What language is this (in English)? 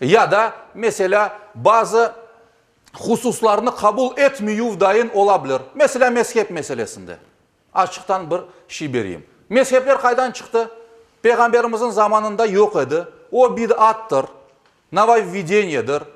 Crimean Tatar